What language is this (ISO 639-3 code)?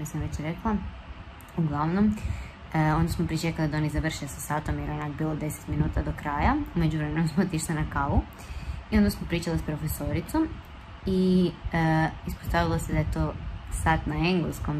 hrv